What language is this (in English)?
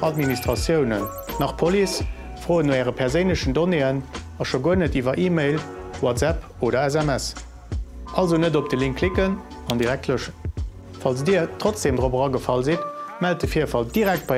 Luxembourgish